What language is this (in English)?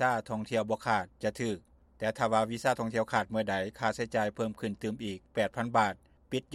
Lao